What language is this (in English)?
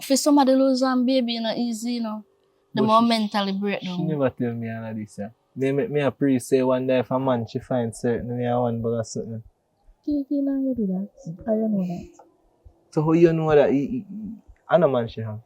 Jamaican Creole English